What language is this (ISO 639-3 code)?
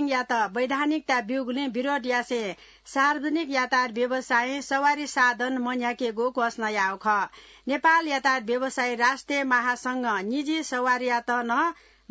new